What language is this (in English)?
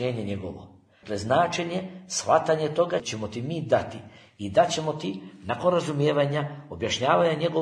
Bosnian